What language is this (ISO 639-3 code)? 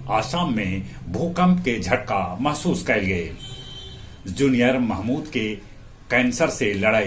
mag